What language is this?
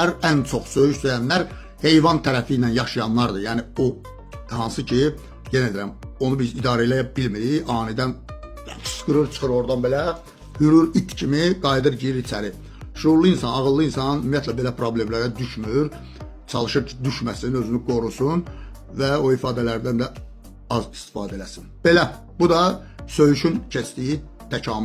Azerbaijani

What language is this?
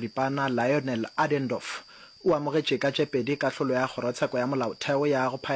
Northern Sotho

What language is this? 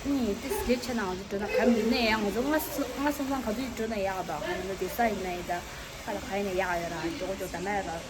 Tibetan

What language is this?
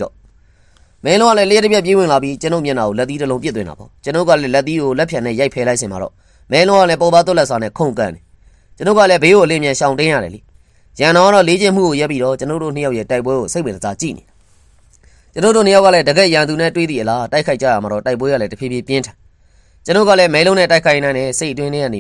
Burmese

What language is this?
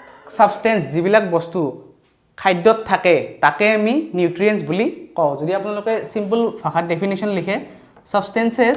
Assamese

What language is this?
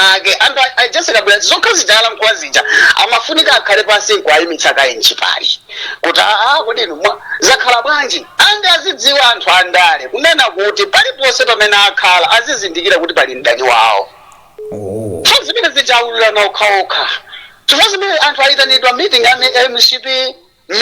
Nyanja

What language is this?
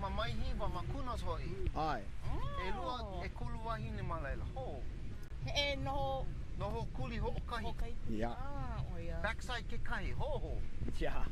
Hawaiian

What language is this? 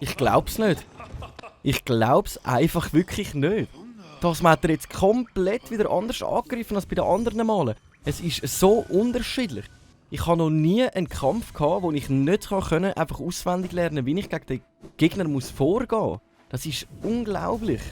Swiss German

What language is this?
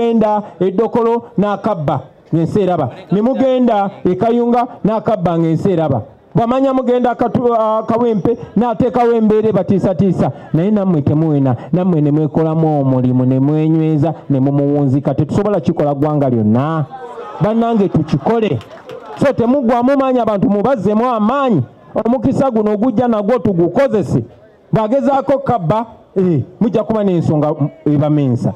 Ganda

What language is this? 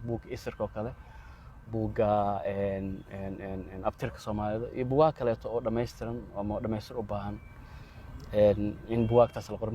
Somali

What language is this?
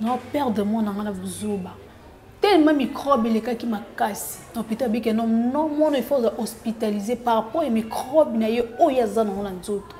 Lingala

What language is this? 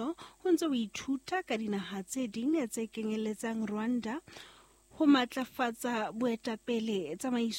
Southern Sotho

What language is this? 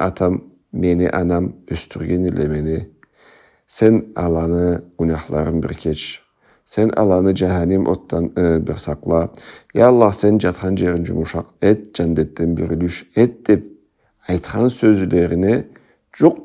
Karachay-Balkar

